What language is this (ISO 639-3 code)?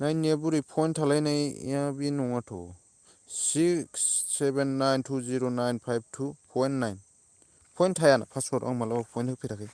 brx